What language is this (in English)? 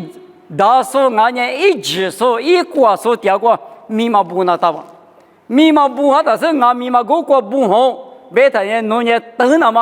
Lisu